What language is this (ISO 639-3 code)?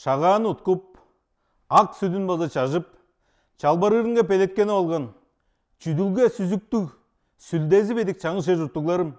tyv